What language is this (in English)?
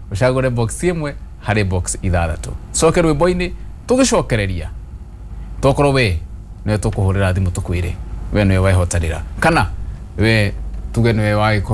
Kikuyu